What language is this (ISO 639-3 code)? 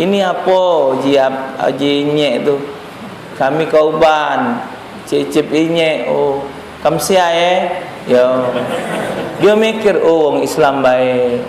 mui